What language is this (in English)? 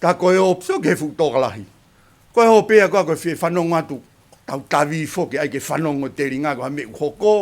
Tongan